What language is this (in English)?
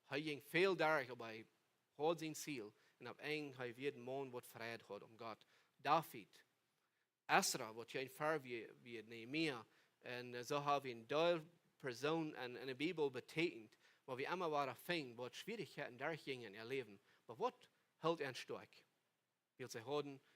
Plautdietsch